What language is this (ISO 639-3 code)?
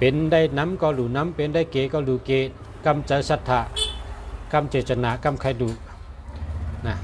shn